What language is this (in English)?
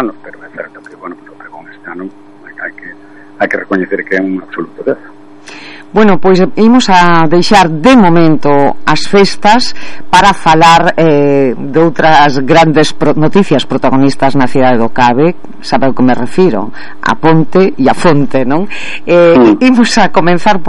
Galician